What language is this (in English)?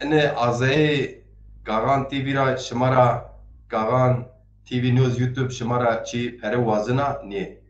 Zaza